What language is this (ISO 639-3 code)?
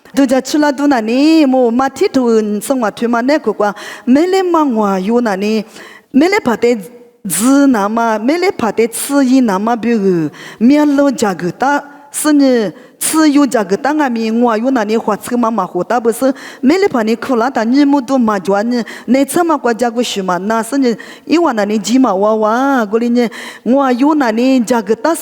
lis